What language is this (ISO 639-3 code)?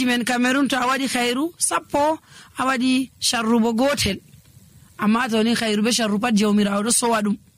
fuv